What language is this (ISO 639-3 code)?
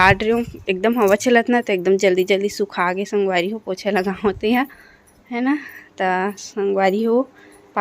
hne